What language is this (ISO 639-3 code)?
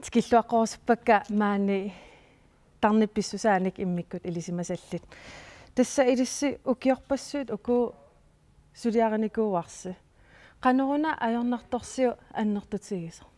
kal